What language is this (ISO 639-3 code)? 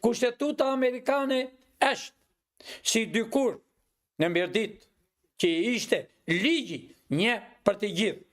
sqi